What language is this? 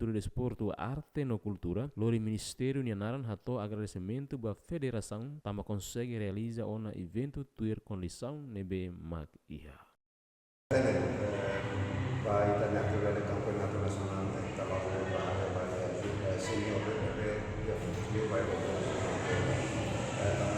Tetum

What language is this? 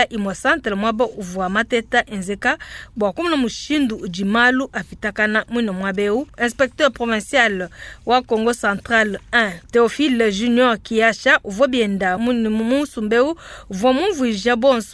Luba-Lulua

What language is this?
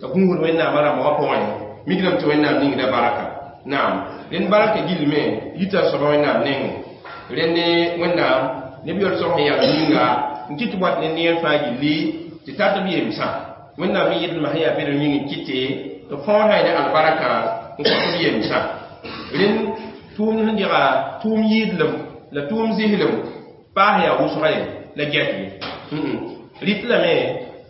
Mossi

